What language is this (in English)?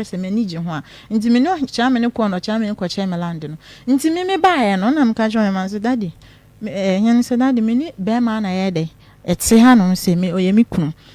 Akan